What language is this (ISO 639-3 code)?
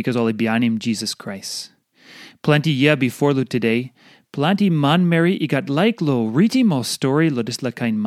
tpi